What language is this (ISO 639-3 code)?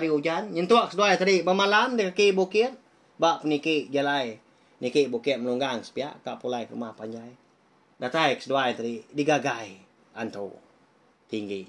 iba